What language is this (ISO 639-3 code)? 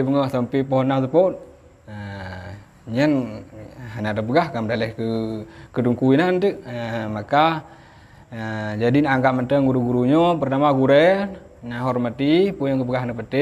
ace